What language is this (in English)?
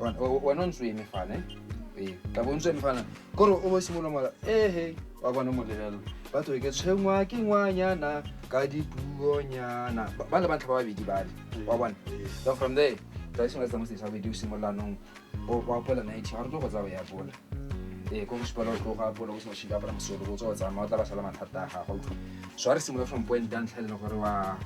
Tswana